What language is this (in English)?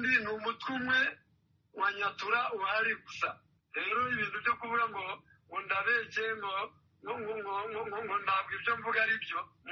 Kinyarwanda